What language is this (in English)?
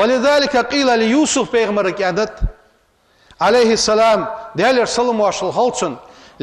Ingush